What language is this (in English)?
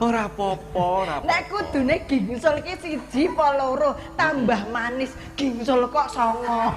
Javanese